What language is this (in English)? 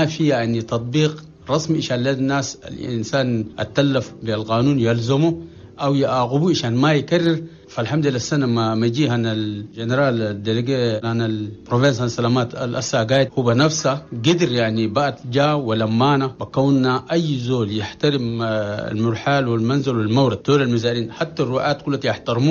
Chadian Arabic